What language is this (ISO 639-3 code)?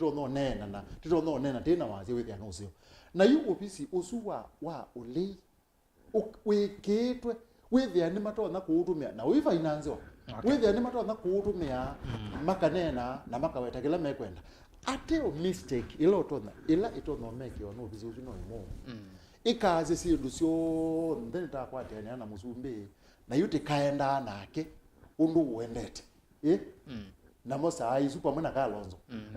kam